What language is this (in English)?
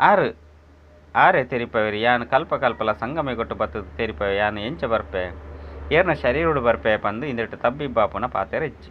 Tulu